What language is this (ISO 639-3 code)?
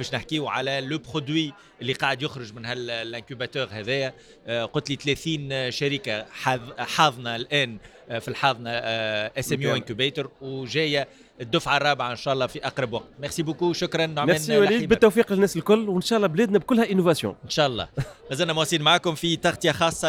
aeb